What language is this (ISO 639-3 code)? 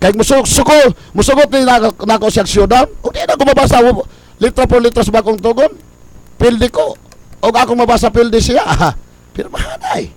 ceb